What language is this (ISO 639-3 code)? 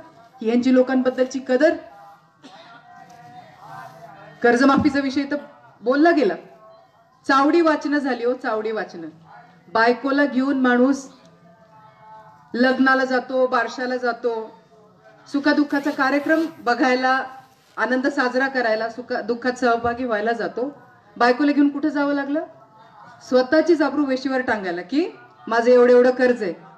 mar